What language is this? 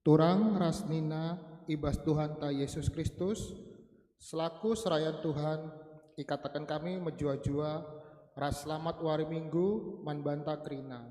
Batak Karo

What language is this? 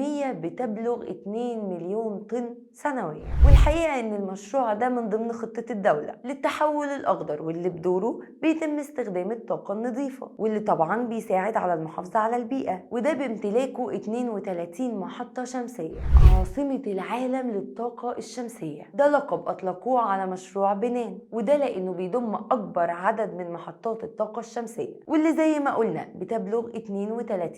Egyptian Arabic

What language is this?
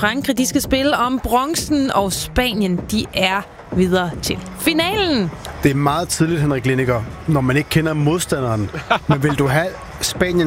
Danish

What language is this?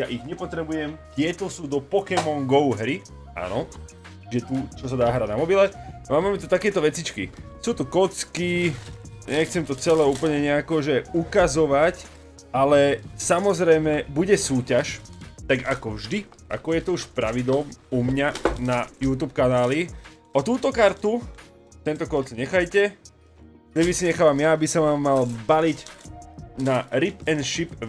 Slovak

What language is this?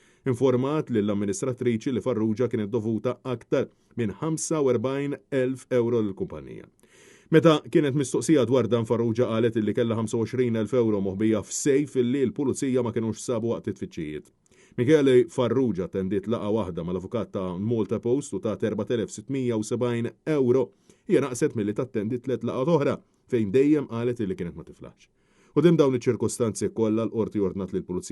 Maltese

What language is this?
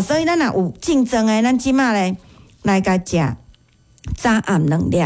Min Nan Chinese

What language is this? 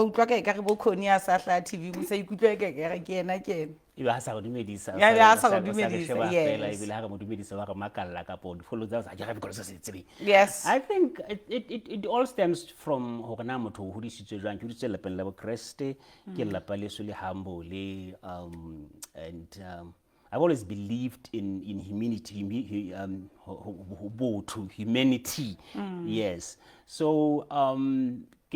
Southern Sotho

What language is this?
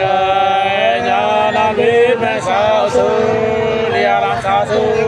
Nung (Viet Nam)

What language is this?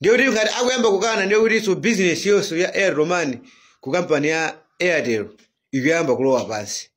Nyanja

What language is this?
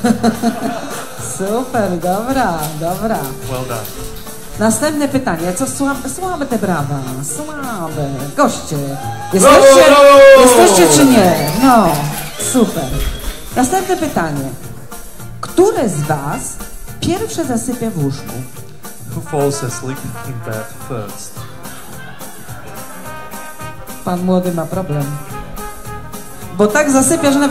Polish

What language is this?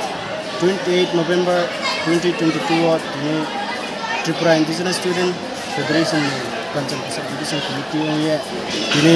Riang (India)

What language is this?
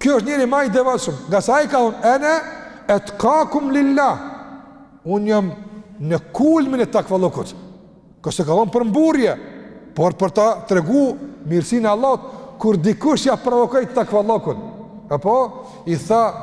Albanian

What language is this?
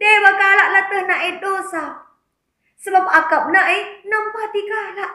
Batak Karo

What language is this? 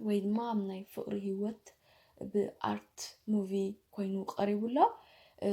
Tigrinya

